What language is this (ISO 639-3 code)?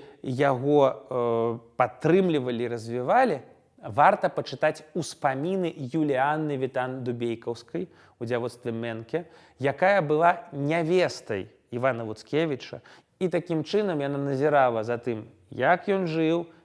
bel